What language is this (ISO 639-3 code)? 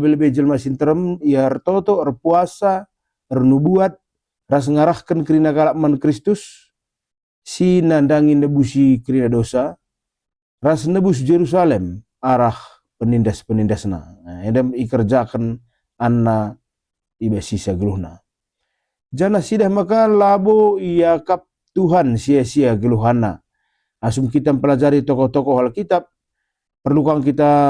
btx